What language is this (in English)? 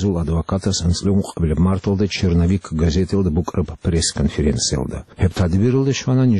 Avaric